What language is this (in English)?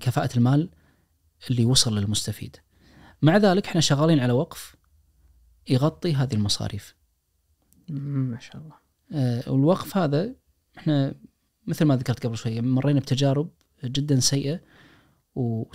Najdi Arabic